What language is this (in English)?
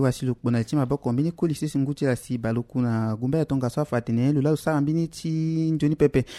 Sango